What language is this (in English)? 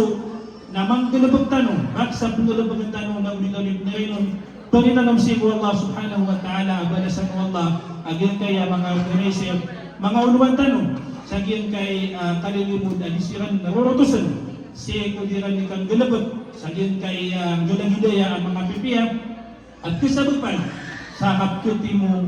Maranao